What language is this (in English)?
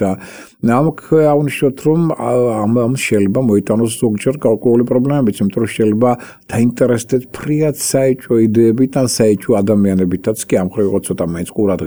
Georgian